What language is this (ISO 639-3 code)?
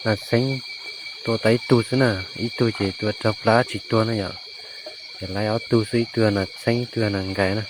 hmn